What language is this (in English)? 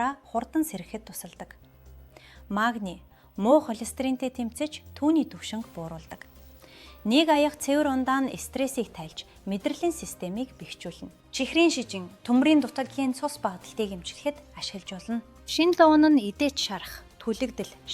Mongolian